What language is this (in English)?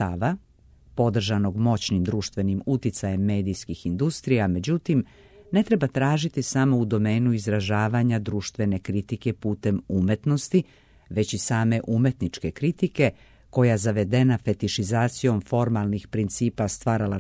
Serbian